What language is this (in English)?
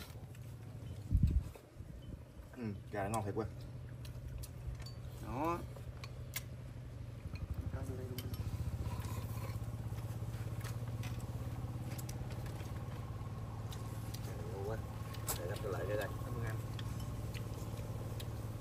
Vietnamese